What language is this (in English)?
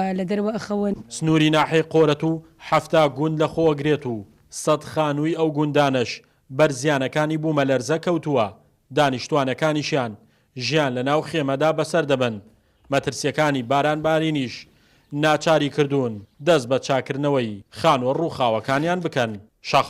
Central Kurdish